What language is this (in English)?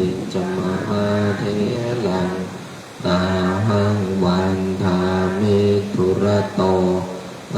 Pali